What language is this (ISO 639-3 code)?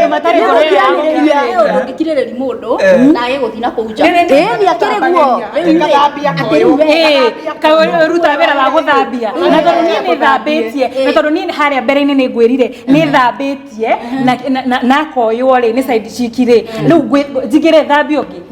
kik